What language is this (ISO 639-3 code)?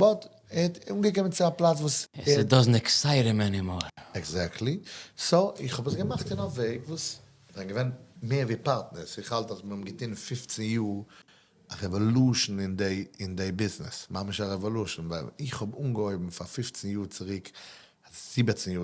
yid